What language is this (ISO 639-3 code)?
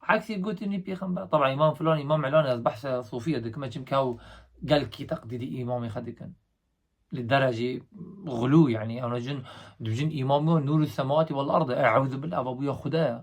kur